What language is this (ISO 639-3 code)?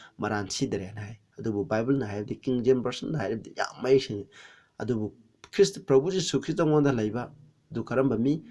mni